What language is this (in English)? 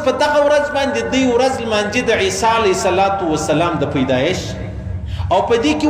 Pashto